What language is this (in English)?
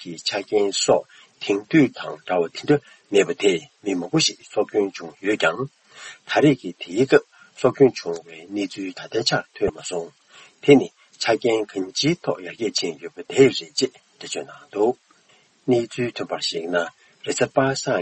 Tibetan